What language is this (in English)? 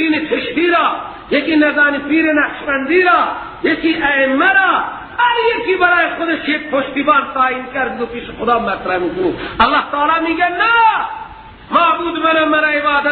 Persian